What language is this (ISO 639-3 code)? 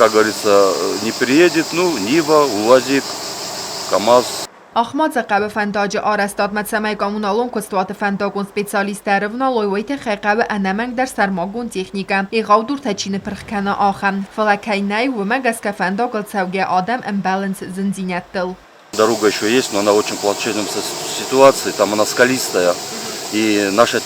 oss